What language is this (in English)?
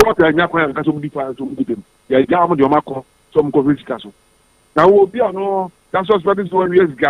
Akan